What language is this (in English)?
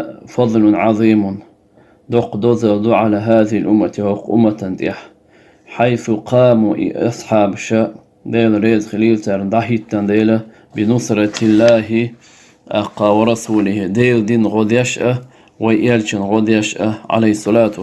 Chechen